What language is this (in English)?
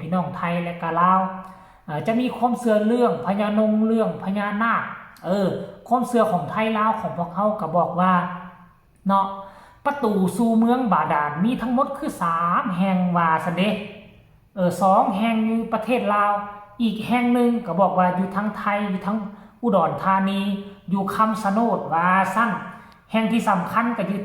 Northeastern Thai